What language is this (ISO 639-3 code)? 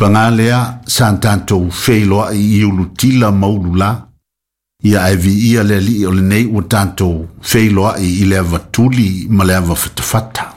smo